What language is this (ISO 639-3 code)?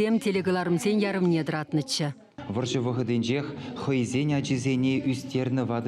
chv